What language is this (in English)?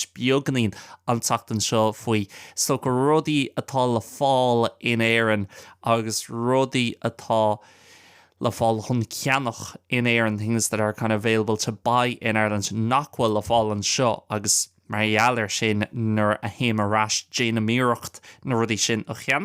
Irish